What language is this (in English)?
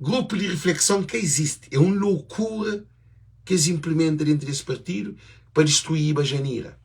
Kabuverdianu